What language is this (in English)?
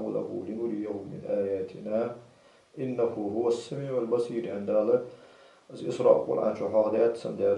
Ingush